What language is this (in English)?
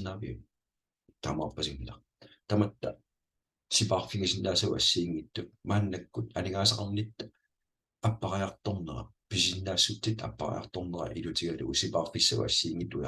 Kalaallisut